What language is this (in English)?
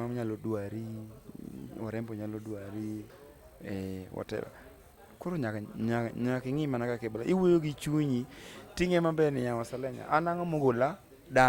Luo (Kenya and Tanzania)